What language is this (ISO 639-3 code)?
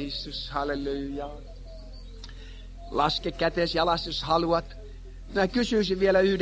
fin